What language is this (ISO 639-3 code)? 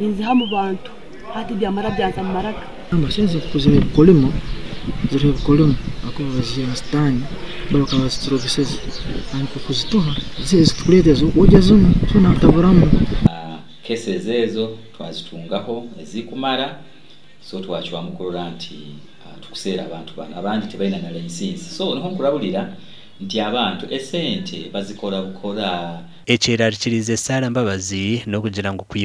nyn